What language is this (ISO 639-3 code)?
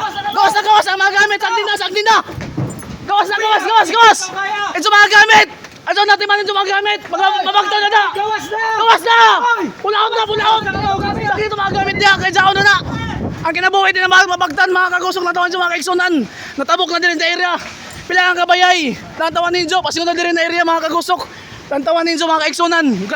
sgd